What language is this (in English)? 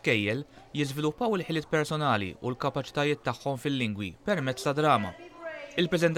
Maltese